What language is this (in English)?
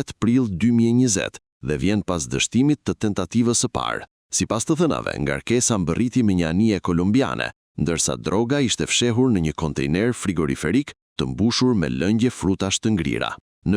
Albanian